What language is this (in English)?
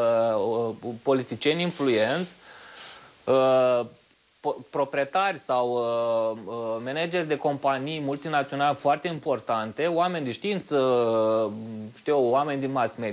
Romanian